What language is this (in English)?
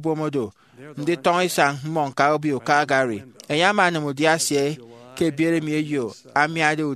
Efik